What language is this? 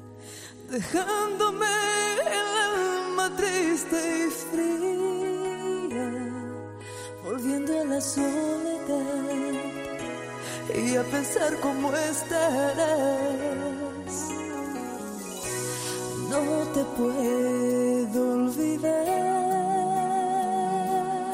Spanish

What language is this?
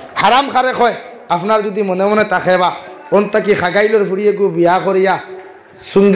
Sylheti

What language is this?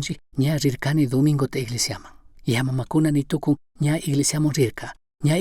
Chimborazo Highland Quichua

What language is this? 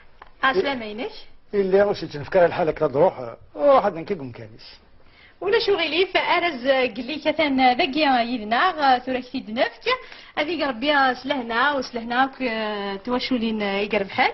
Kabyle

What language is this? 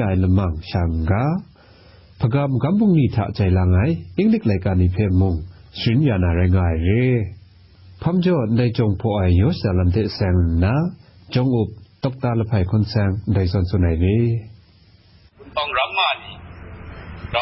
Burmese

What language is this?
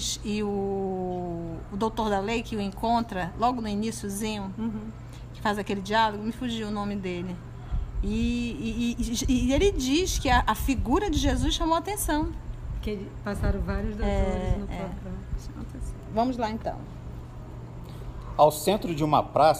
Portuguese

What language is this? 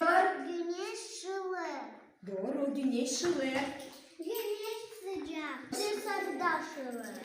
Gagauz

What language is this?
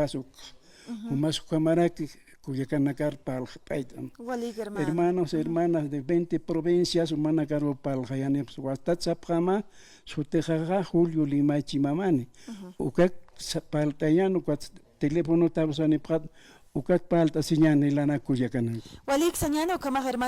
Aymara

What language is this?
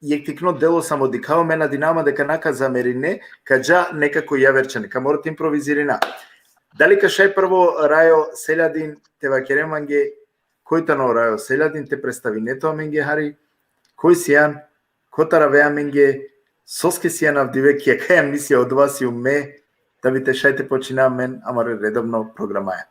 Balkan Romani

